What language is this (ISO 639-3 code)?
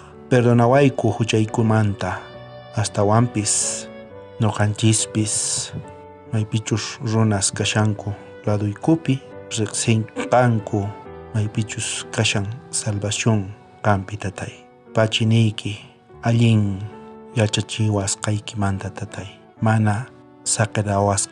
quh